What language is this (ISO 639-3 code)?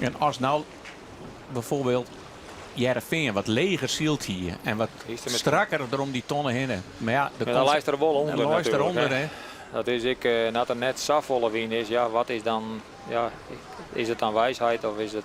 fry